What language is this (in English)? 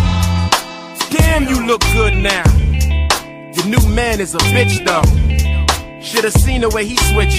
English